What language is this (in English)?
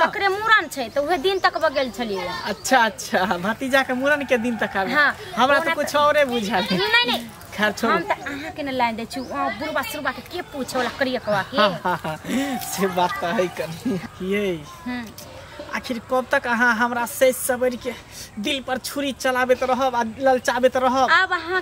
Maithili